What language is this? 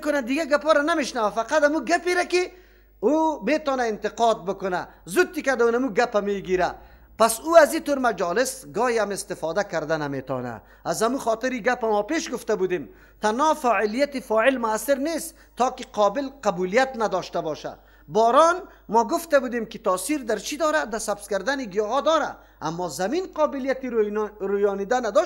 Persian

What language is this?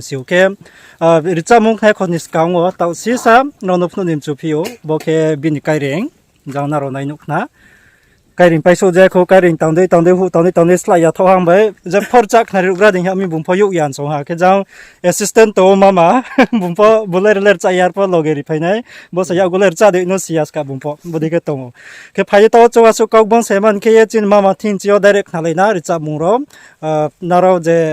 Riang (India)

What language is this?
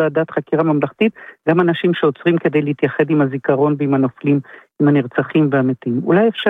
Hebrew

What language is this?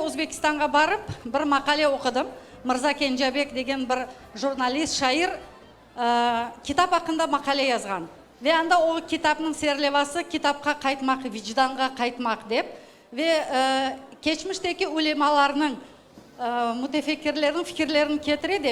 Crimean Tatar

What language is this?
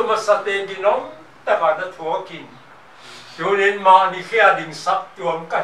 Paite Chin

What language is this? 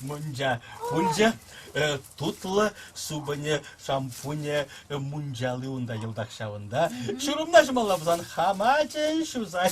Chuvash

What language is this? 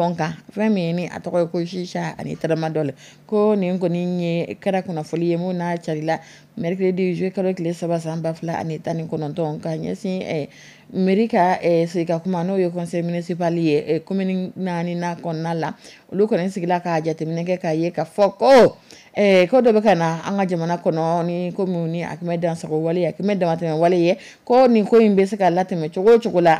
Dyula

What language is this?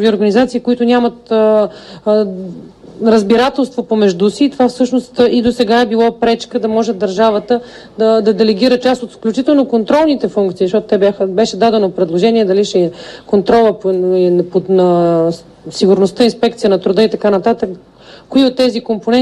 Bulgarian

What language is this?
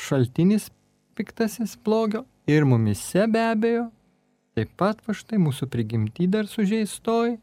Lithuanian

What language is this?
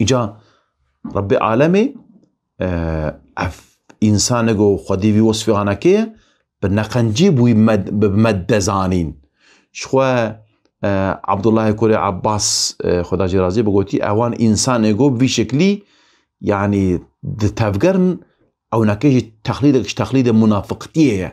Kurdish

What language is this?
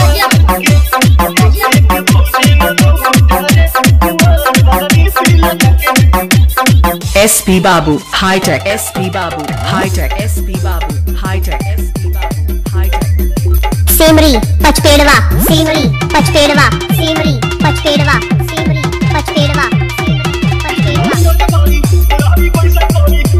Bhojpuri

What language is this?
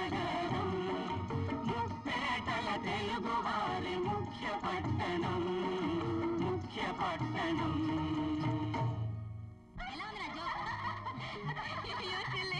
Telugu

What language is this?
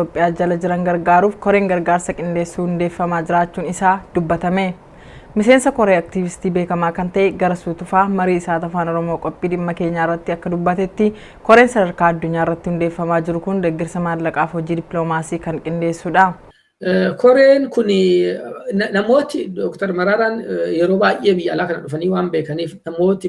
Oromo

